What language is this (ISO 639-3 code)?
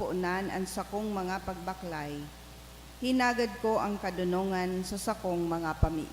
bik